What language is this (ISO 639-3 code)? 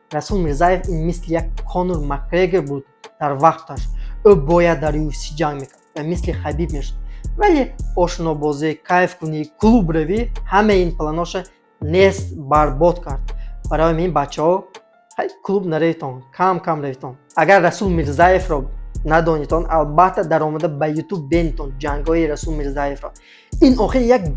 tgk